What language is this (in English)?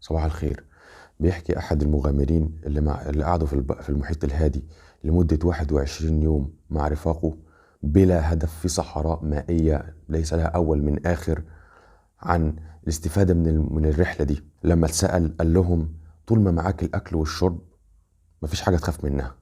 Egyptian Arabic